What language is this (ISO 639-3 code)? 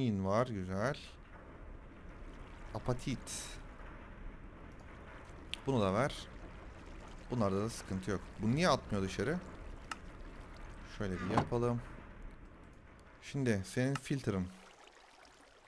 tur